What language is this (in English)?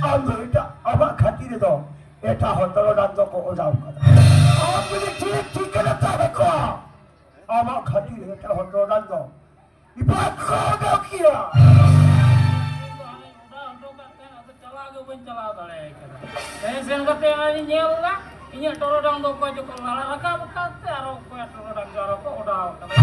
Santali